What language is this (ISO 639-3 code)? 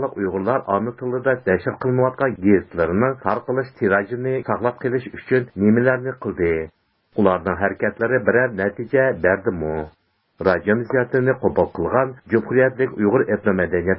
uig